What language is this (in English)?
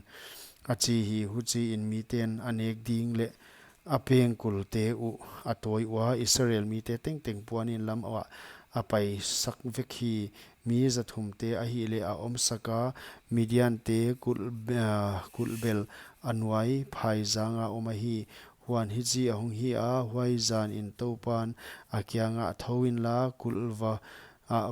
Paite Chin